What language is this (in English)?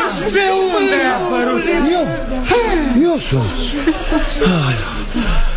Romanian